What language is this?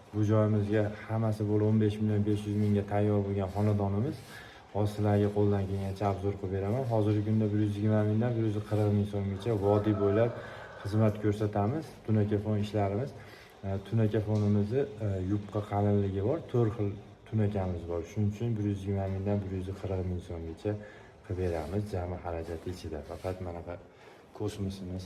Uzbek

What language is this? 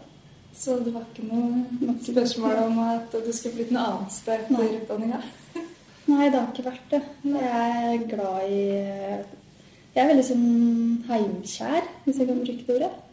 Norwegian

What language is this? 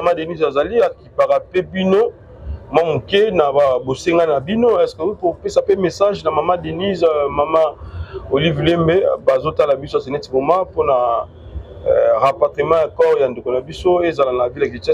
Lingala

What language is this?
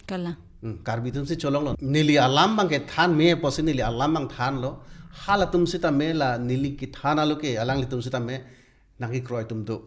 Karbi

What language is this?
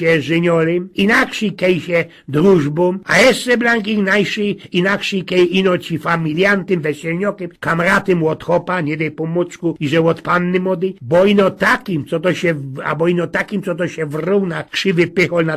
Silesian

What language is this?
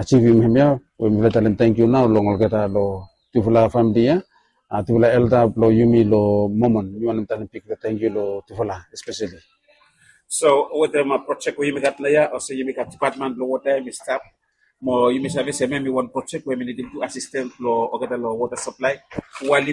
Bislama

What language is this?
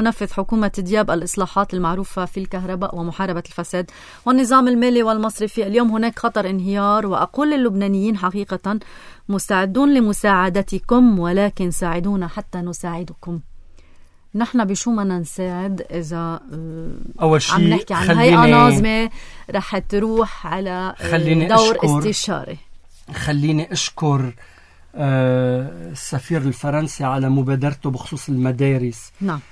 North Levantine Arabic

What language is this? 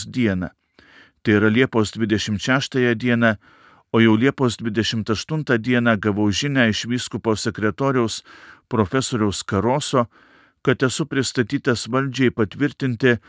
Lithuanian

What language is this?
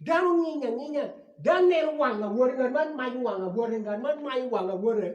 Acoli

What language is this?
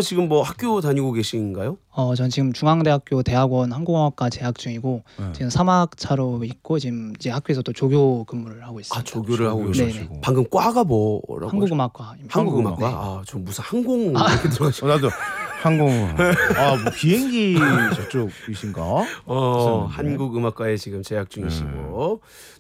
Korean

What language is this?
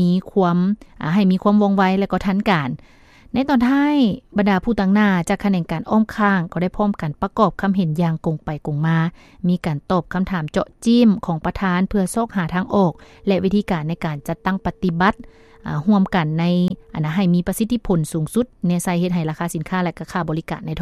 Lao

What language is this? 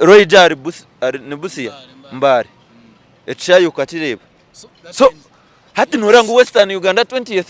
Nyankole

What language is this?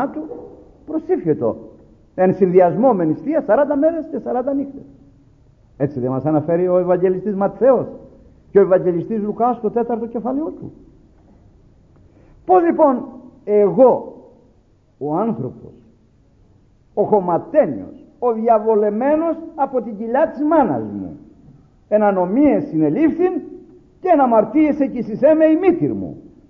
Greek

